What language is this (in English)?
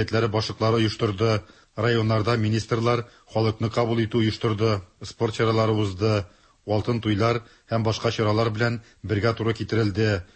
Tatar